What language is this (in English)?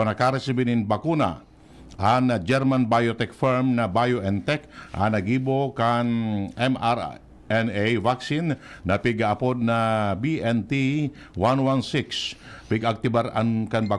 Bikol